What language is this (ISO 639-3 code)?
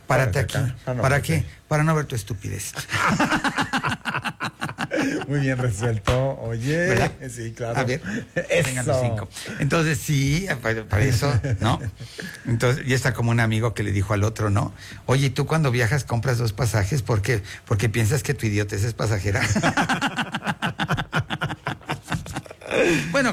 spa